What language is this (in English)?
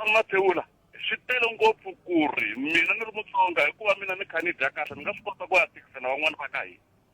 Tsonga